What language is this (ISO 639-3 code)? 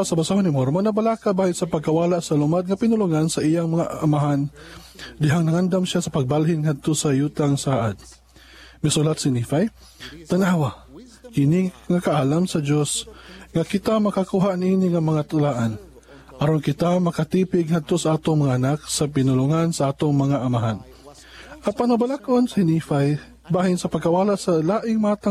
ceb